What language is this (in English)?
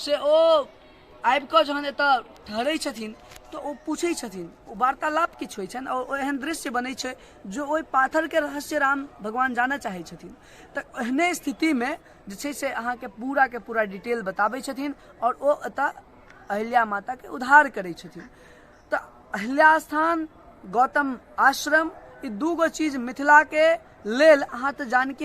Maithili